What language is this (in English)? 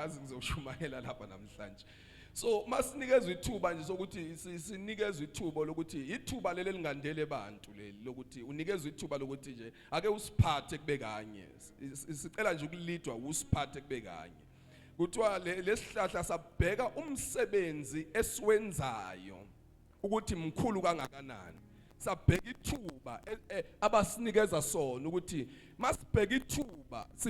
Zulu